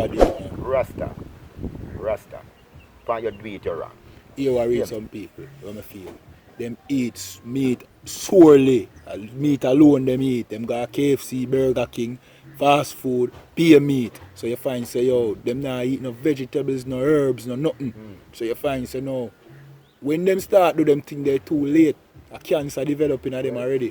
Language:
Jamaican Creole English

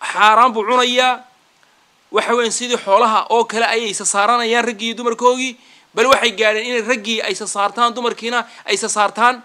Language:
Somali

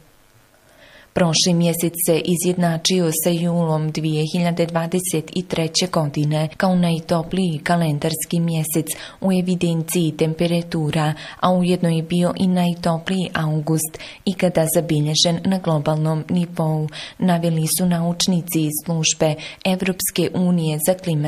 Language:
Bosnian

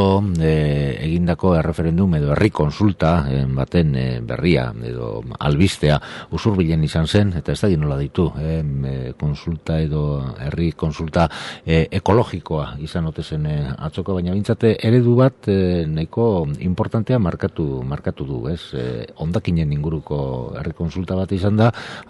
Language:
Basque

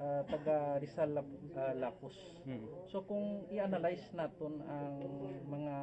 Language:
Hiligaynon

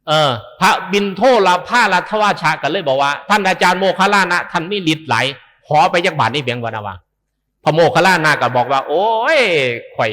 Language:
Northeastern Thai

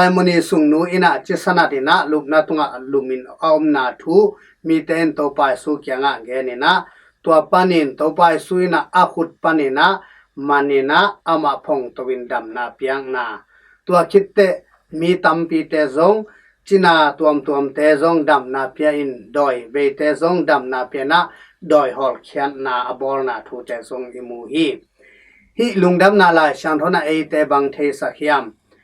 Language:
Tedim Chin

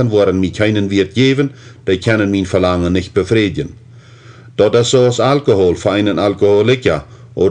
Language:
Plautdietsch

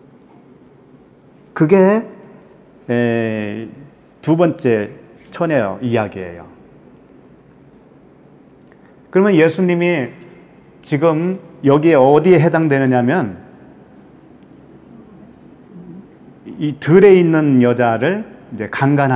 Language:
Korean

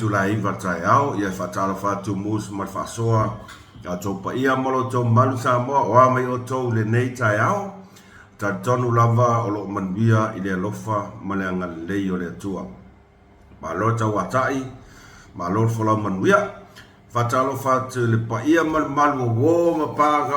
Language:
Samoan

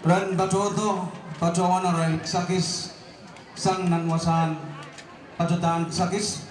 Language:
Pohnpeian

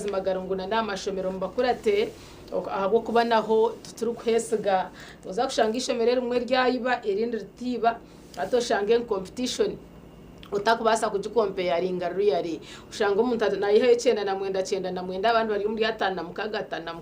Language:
Nyankole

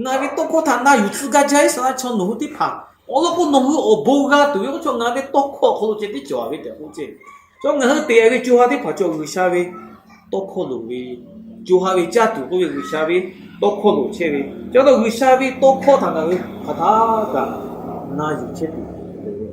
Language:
Lahu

